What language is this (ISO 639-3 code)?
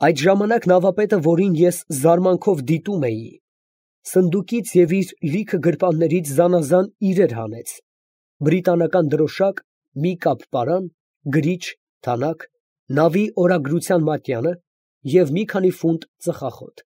hye